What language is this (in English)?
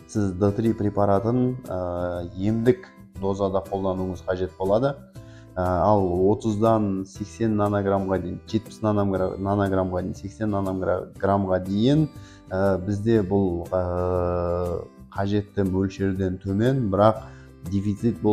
Kazakh